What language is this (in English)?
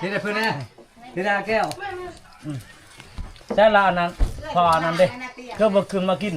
Northeastern Thai